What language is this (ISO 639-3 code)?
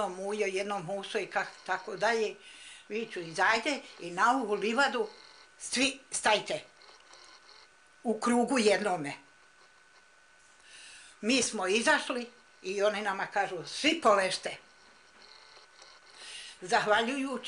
bos